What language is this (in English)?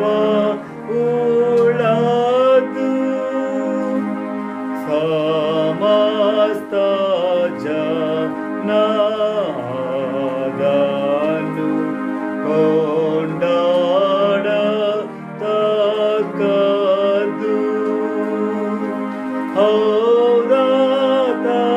Kannada